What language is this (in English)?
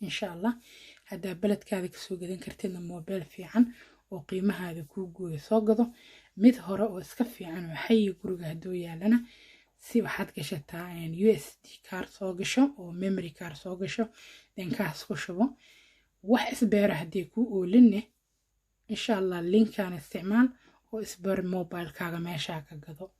Somali